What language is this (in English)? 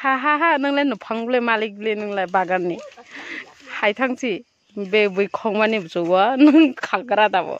Kok Borok